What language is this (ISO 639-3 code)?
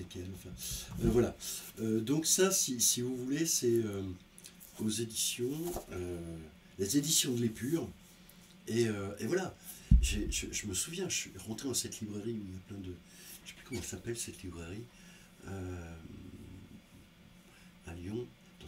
fra